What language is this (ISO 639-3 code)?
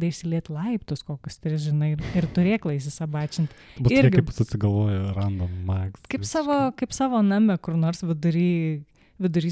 lit